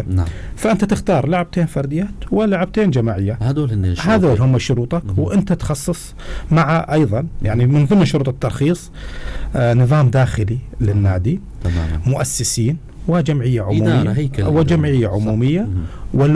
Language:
North Levantine Arabic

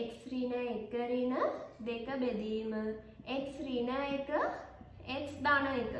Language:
Sinhala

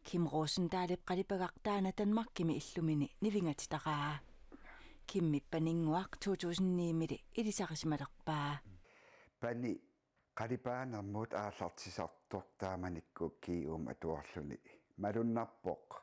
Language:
Kalaallisut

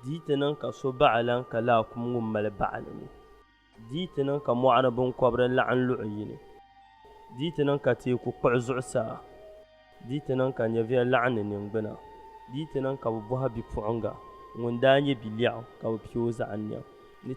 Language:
Dagbani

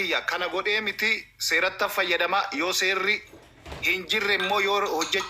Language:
Oromo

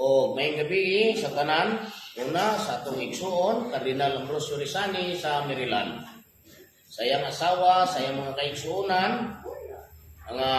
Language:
Cebuano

